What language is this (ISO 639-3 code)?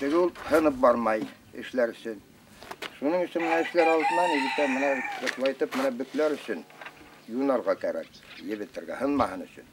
bak